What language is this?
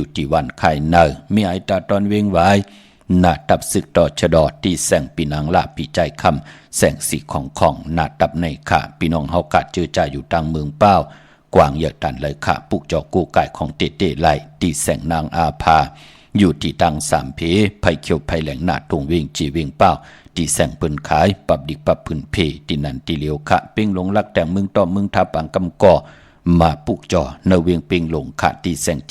Shan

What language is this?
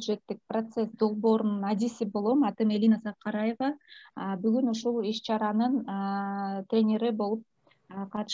Kyrgyz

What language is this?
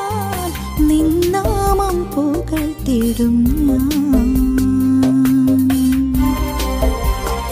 Malayalam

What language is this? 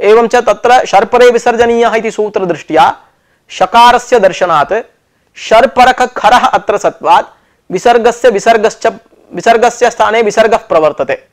Sanskrit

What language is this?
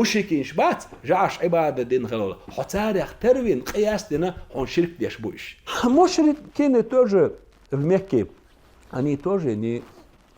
Chechen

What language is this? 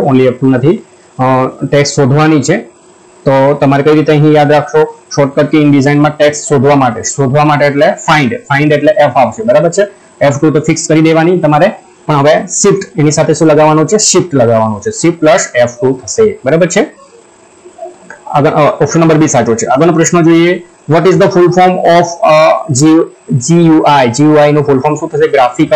Gujarati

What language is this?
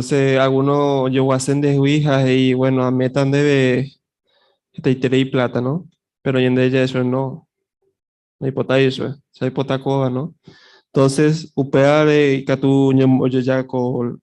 Guarani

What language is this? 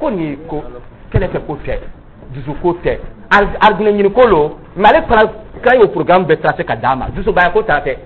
Dyula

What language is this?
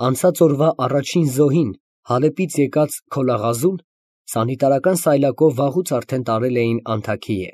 Armenian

